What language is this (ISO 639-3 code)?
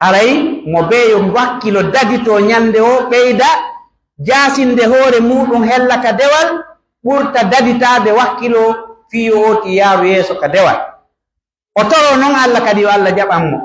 fuf